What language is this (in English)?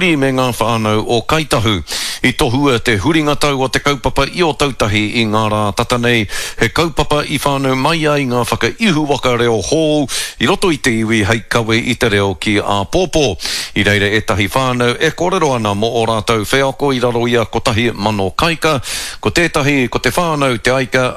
Māori